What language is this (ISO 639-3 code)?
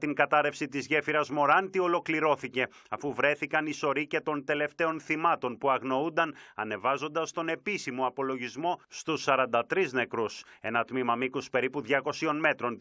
ell